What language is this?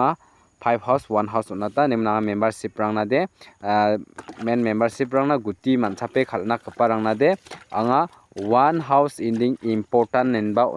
Garo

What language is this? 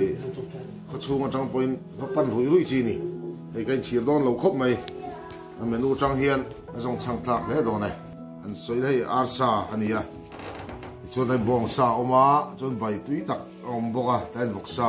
Mizo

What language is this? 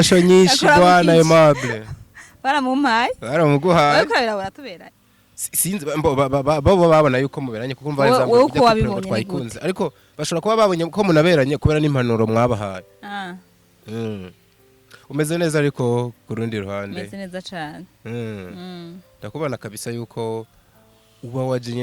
Rundi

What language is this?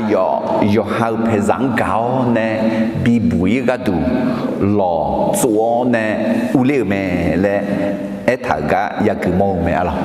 Akha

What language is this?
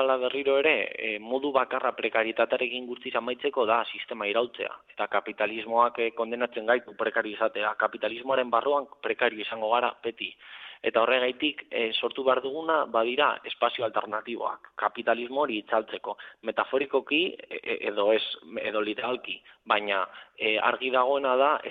Basque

